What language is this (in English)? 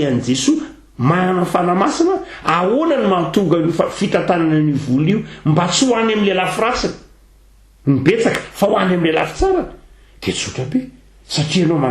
Malagasy